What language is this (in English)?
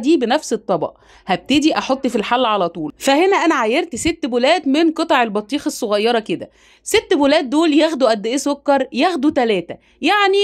Egyptian Arabic